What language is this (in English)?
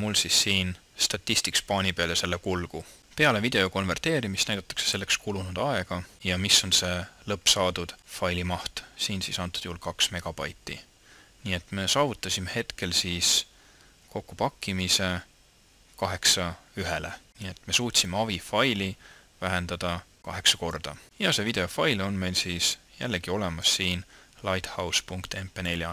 Estonian